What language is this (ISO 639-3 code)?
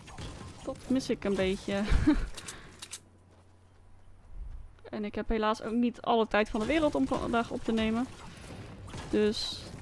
nld